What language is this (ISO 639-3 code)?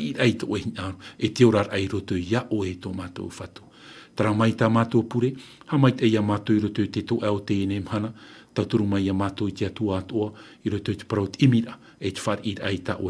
tah